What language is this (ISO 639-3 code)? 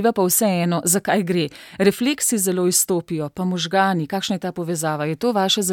slv